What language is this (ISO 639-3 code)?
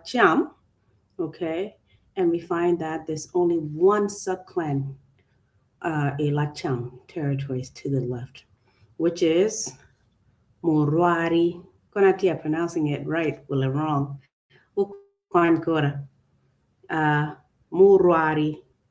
ach